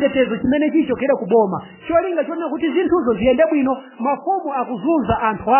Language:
Nyanja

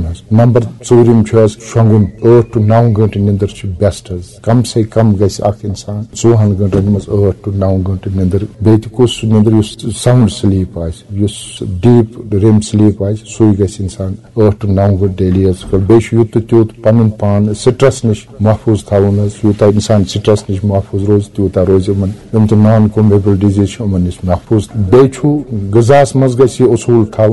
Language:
Kashmiri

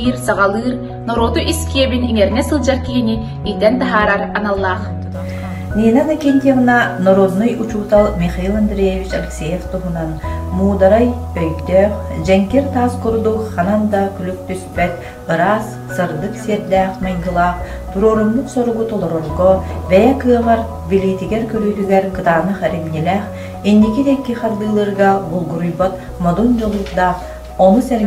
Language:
Yakut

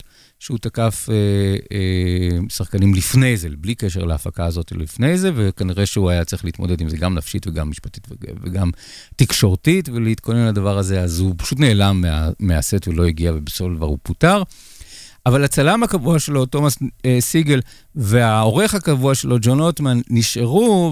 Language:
Hebrew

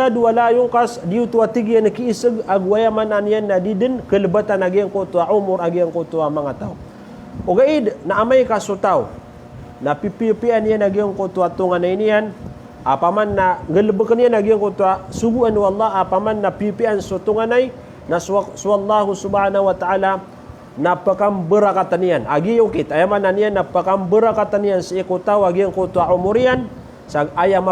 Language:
Maranao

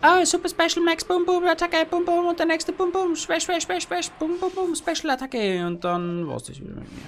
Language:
Bavarian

